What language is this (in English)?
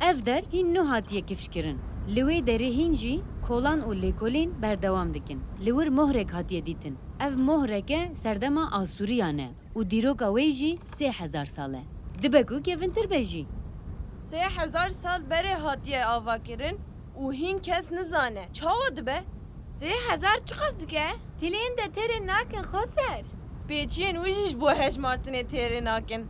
Kurdish